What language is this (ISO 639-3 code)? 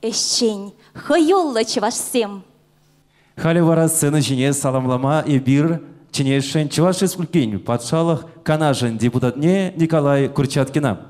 chv